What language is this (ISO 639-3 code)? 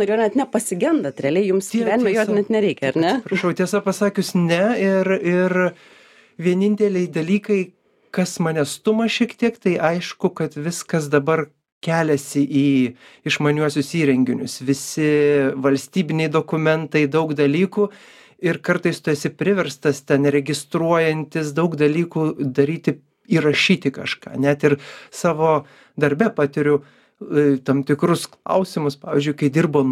lit